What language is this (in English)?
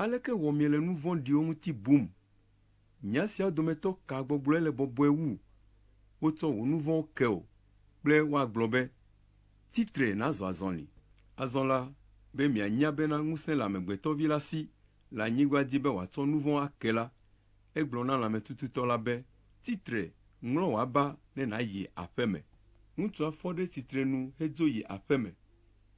Ewe